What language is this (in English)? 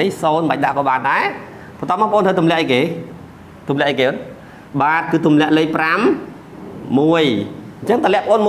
Khmer